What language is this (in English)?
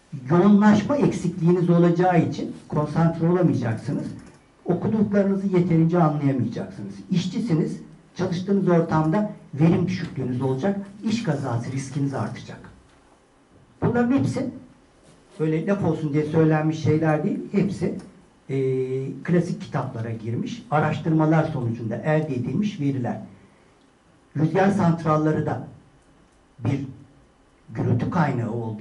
Turkish